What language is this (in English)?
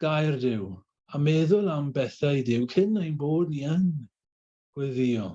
Welsh